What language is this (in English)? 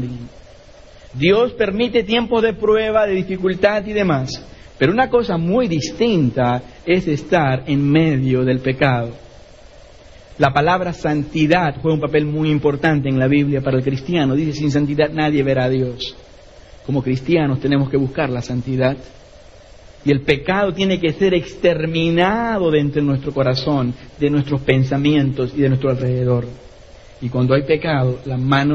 Spanish